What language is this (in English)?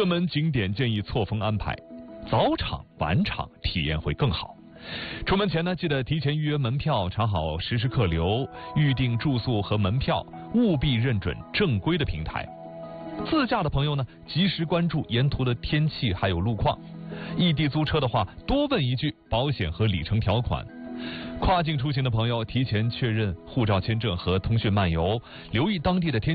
Chinese